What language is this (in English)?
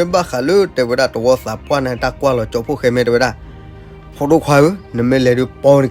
S'gaw Karen